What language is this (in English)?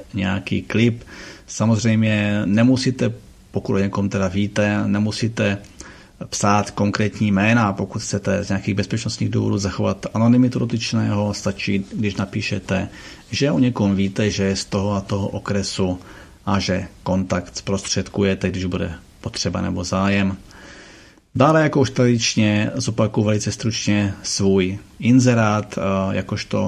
Czech